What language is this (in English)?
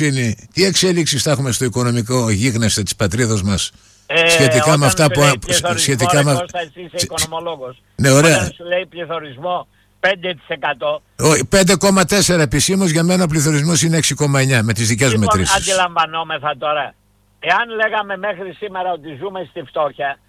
Greek